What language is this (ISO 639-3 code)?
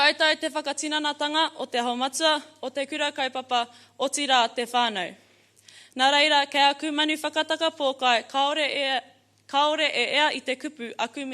mri